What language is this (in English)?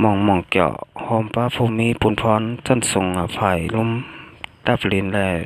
Shan